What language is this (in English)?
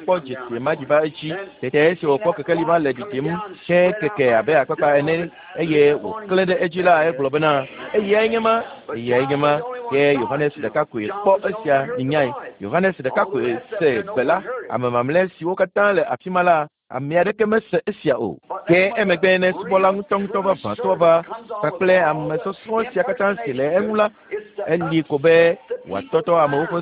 Ewe